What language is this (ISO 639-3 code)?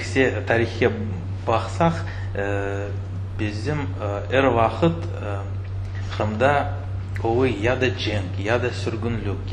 crh